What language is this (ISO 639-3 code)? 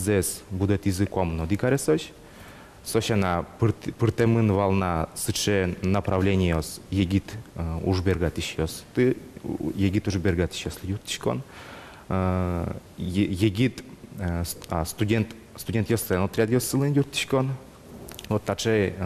udm